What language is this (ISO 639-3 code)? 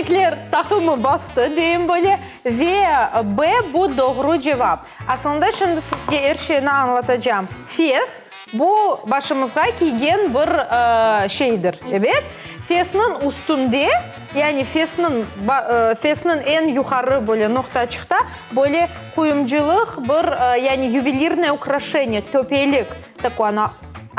crh